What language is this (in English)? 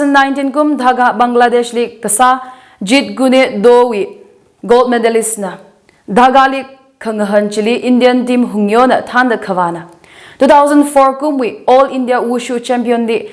Tangkhul Naga (India)